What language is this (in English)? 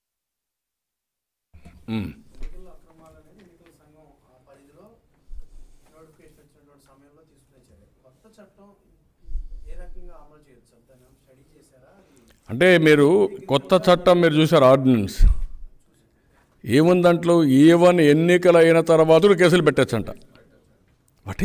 Telugu